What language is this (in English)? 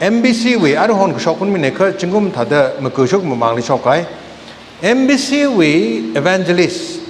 Tangkhul Naga (India)